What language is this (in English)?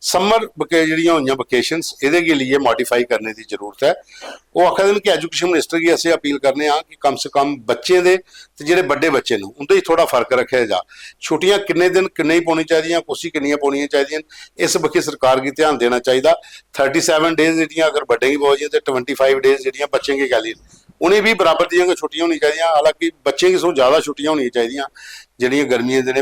Dogri